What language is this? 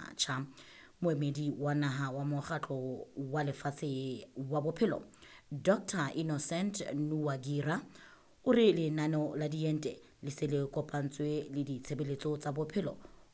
Southern Sotho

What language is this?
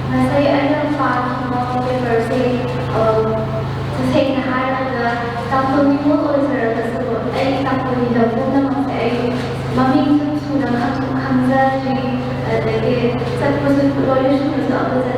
Manipuri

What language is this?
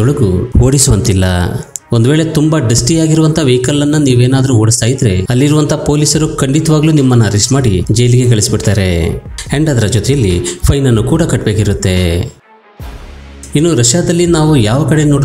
Kannada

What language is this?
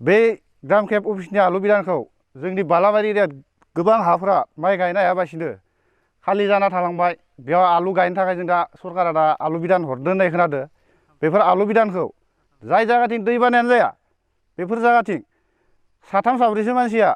Bodo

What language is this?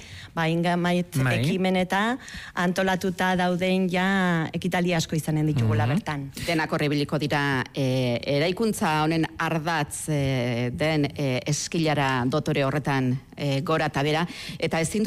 Basque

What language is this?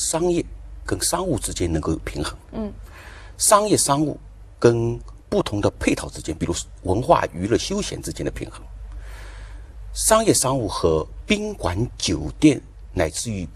Chinese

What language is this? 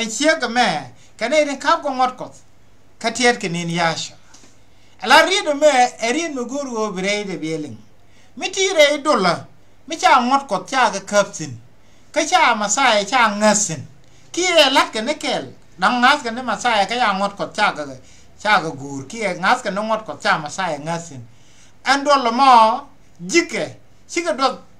Nuer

